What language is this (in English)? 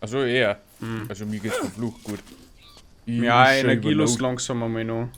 Bavarian